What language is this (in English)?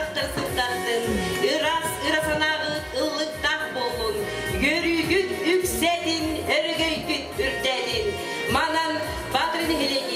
Yakut